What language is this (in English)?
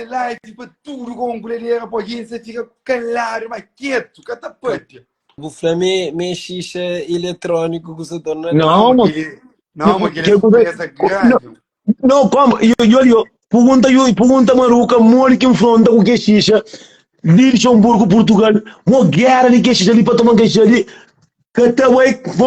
Kabuverdianu